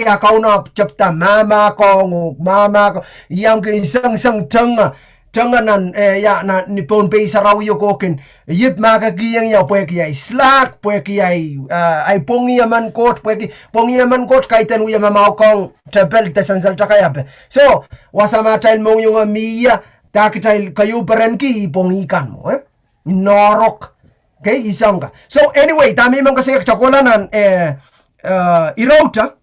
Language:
Pohnpeian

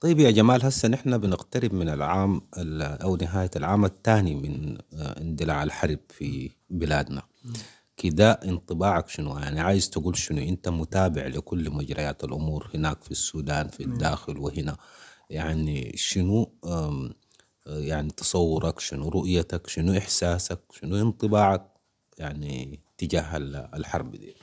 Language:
Sudanese Arabic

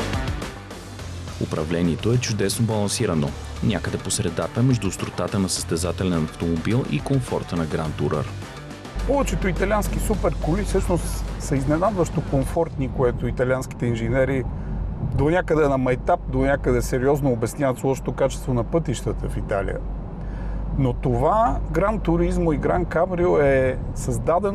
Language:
Bulgarian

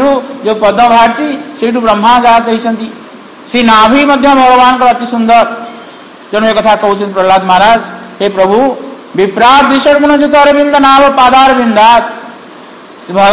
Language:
Odia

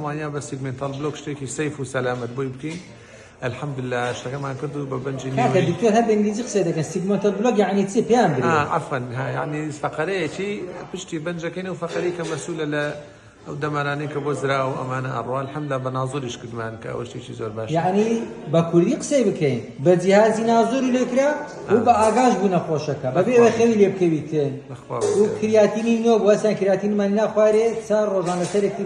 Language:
Central Kurdish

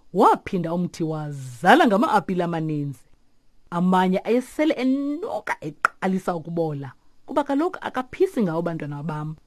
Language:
Xhosa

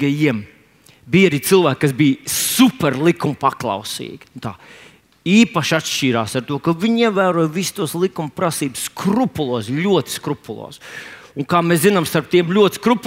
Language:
Latvian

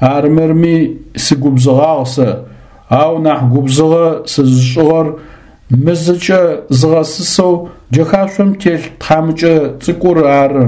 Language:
Adyghe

